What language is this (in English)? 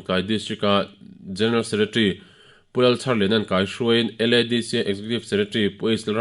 Mizo